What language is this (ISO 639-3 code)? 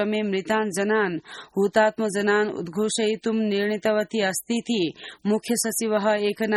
san